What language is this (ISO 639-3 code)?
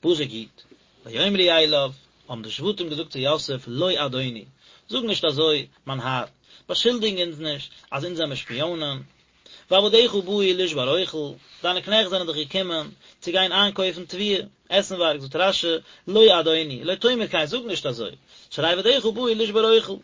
yid